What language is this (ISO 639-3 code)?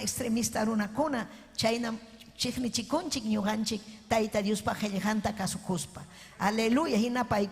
quy